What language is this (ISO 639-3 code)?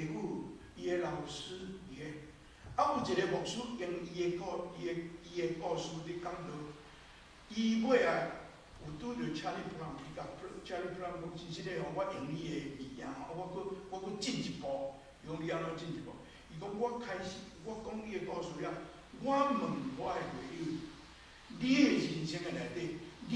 nan